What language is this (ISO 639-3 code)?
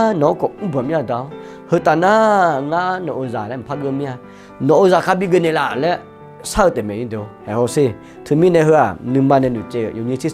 ahk